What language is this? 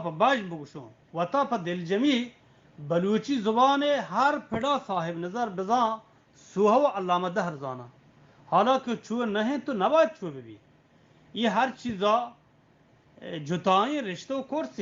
Eastern Balochi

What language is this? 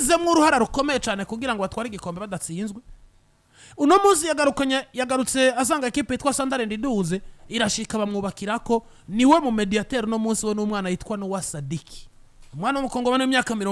Rundi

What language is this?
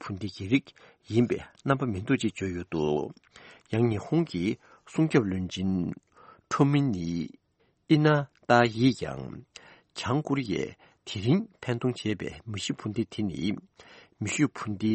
Tibetan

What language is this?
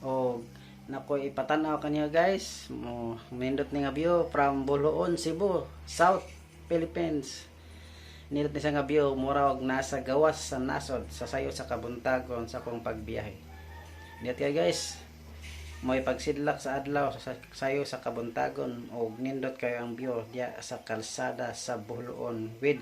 Cebuano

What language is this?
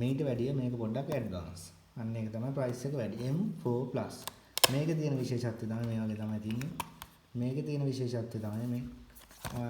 Sinhala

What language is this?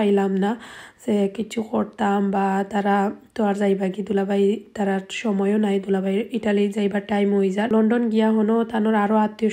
Sylheti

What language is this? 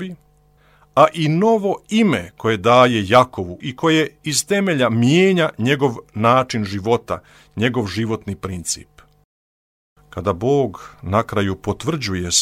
Croatian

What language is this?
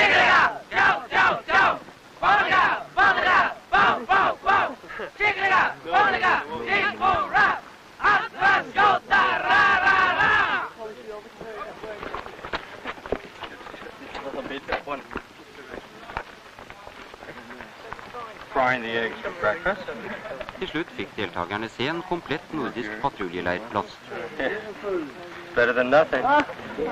Norwegian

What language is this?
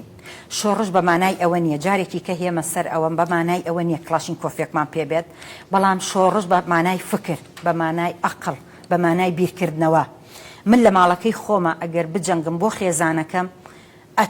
Central Kurdish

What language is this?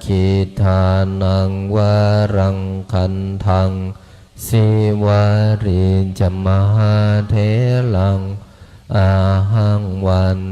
Pali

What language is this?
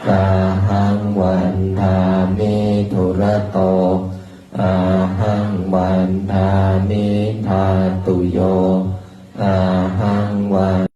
Pali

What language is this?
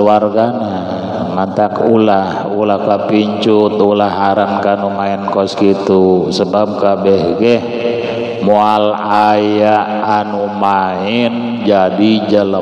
Sundanese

